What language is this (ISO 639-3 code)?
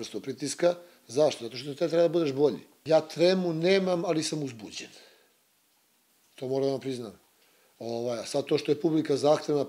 srp